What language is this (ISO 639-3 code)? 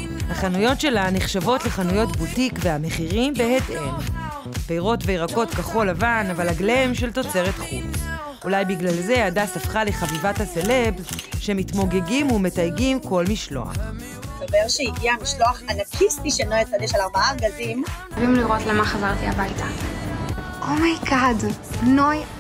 heb